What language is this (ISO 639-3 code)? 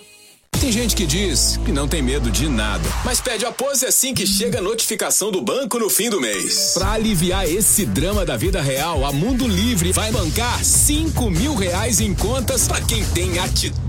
por